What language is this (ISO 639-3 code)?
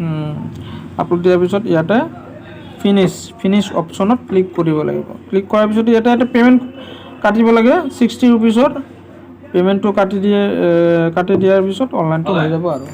asm